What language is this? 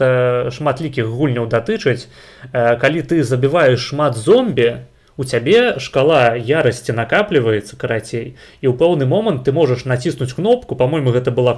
Belarusian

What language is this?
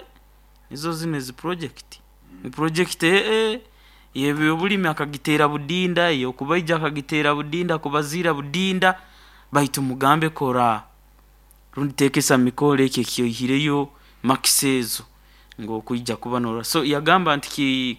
Nyoro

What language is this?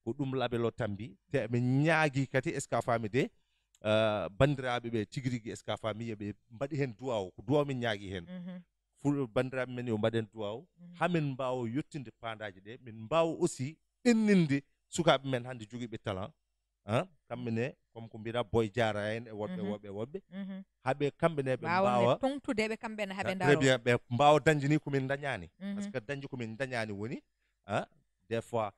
Fula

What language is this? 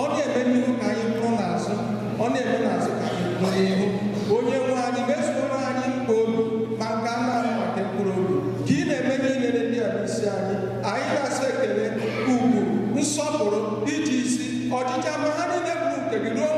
Igbo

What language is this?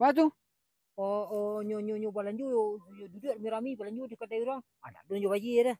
Minangkabau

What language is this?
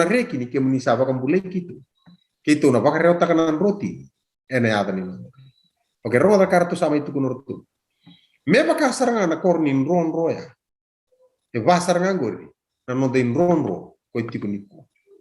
Fijian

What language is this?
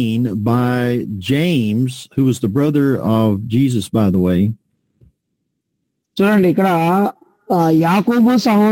Telugu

